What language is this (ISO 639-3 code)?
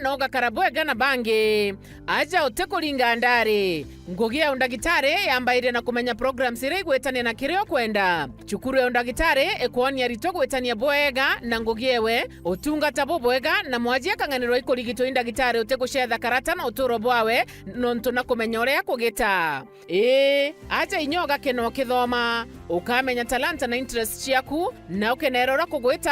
mer